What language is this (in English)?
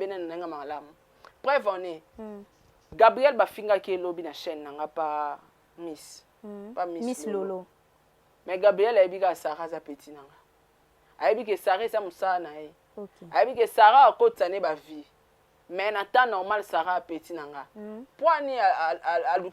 Lingala